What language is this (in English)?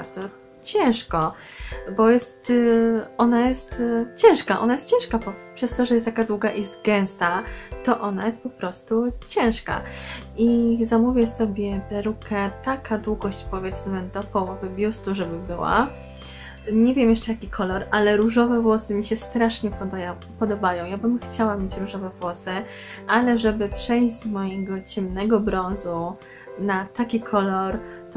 Polish